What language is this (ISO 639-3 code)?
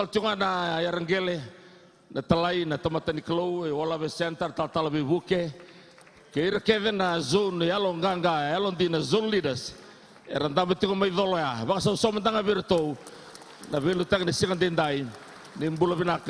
fij